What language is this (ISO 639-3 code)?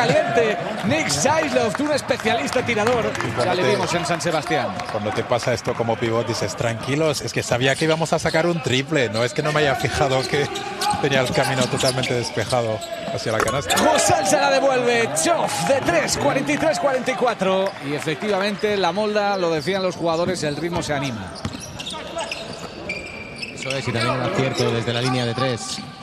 spa